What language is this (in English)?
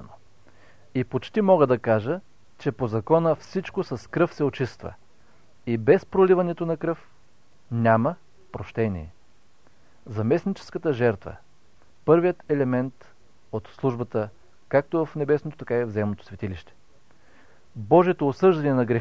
Bulgarian